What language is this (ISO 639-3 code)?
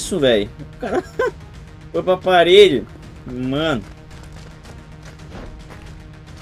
por